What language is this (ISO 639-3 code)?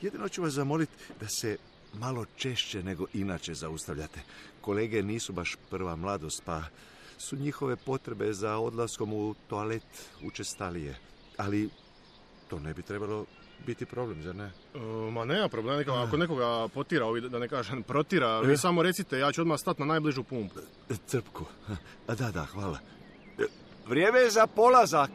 hrv